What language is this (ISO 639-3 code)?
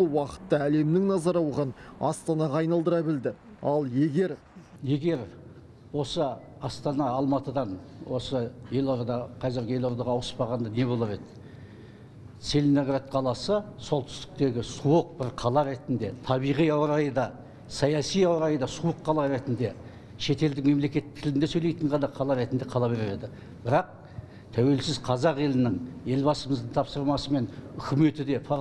kaz